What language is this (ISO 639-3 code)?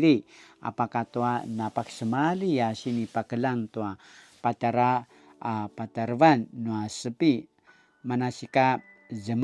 pwn